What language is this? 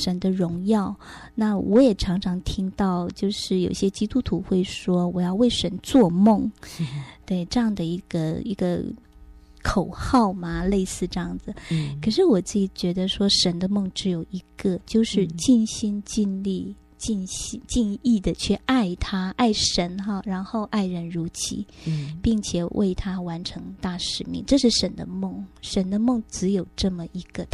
Chinese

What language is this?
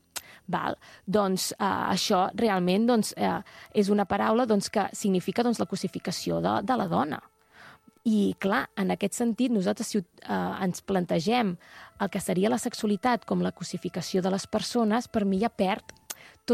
Catalan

